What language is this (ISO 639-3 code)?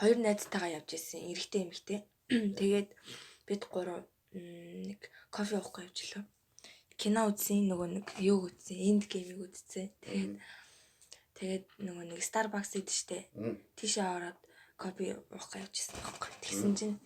mon